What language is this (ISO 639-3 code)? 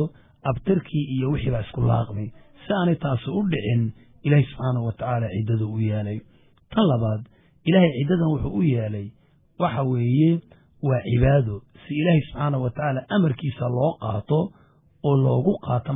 som